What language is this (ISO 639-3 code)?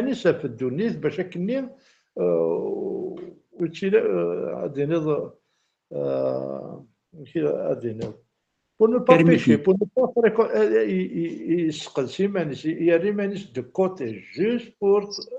kab